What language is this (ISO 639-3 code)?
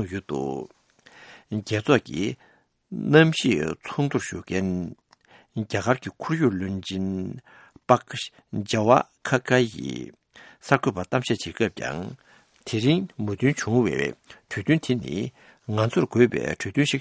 bod